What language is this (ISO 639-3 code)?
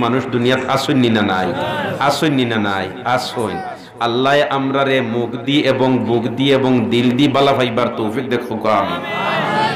syl